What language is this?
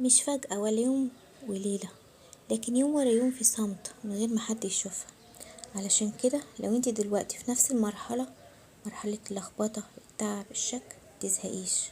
Egyptian Arabic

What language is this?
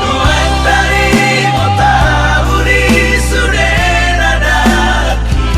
Batak Toba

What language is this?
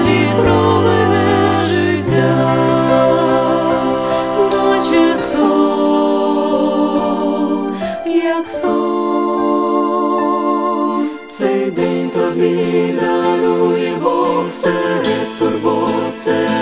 Ukrainian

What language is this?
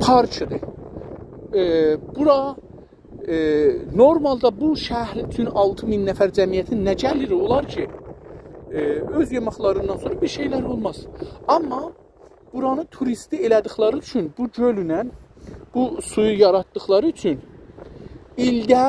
South Azerbaijani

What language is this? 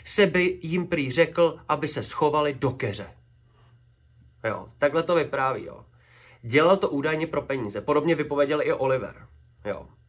Czech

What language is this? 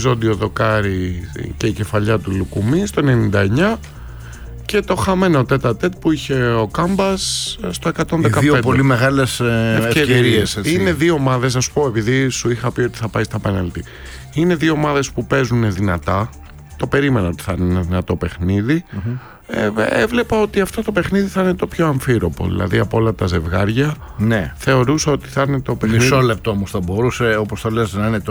Greek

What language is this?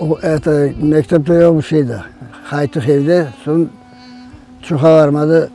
Crimean Tatar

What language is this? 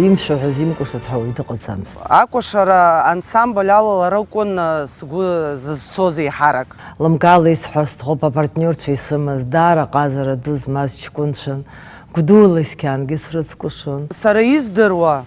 Abkhazian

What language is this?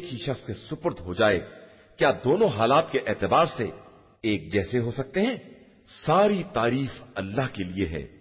Urdu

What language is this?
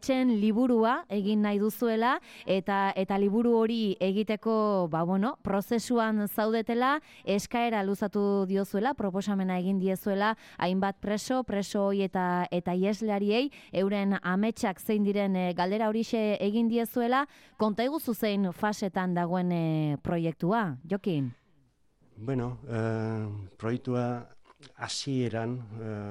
Basque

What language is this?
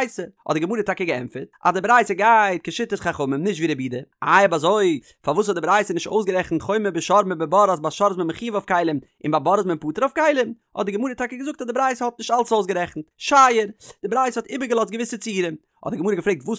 Yiddish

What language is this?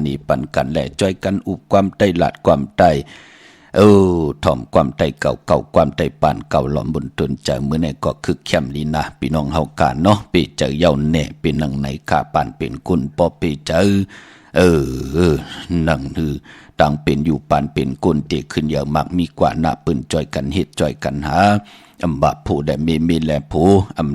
Shan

